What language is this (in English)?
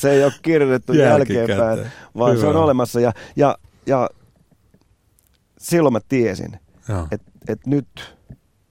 Finnish